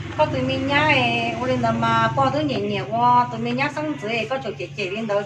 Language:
Hmong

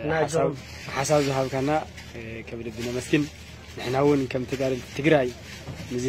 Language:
Tigrinya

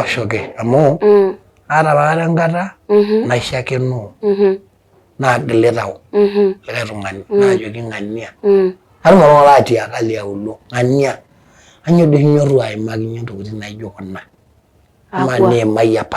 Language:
Masai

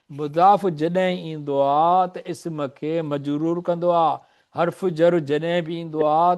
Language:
Sindhi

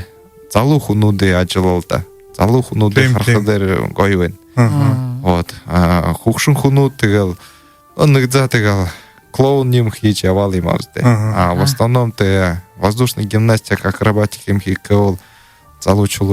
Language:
Buriat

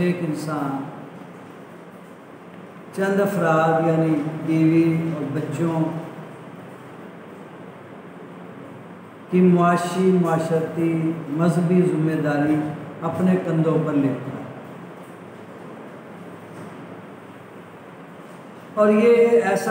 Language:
Urdu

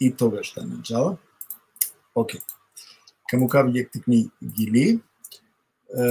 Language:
Balkan Romani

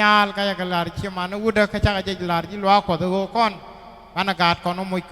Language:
Nuer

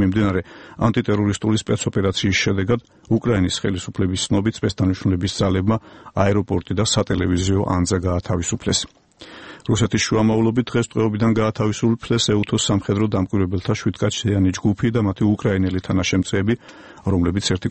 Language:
Georgian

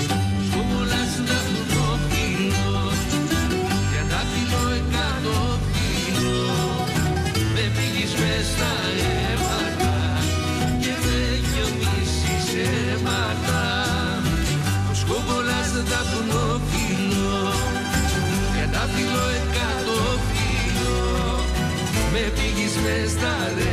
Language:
Greek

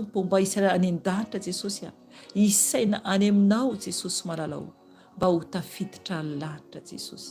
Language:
Malagasy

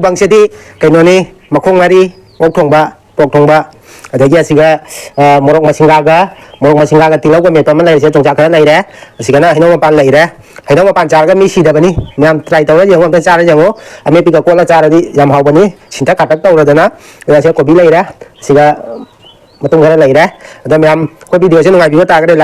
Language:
Manipuri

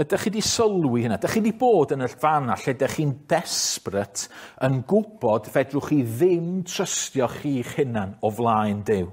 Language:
Welsh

